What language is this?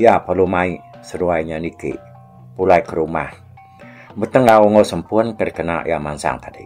Iban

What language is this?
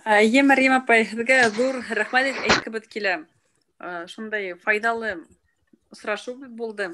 Bashkir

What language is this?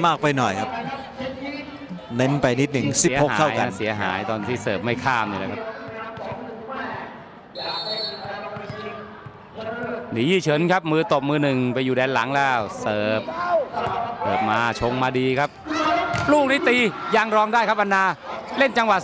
Thai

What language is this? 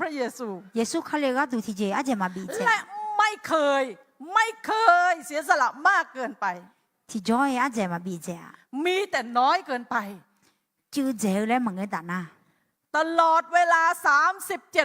Akha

